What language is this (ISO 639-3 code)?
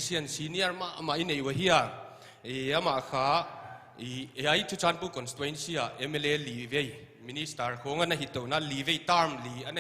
pck